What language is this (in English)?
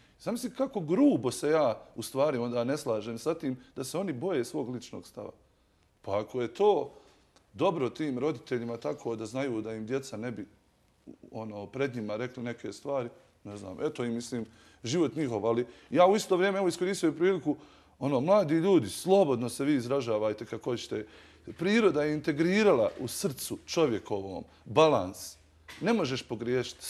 Bosnian